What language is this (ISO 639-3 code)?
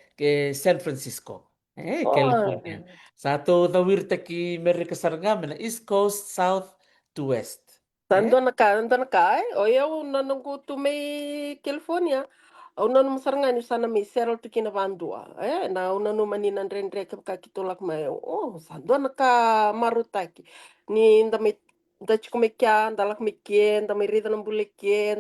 fij